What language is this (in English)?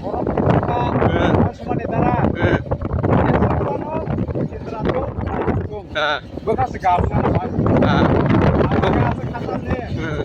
Kok Borok